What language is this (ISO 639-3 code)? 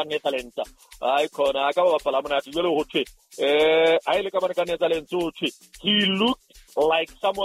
sot